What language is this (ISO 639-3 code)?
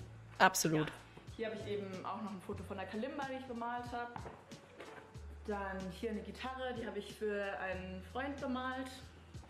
deu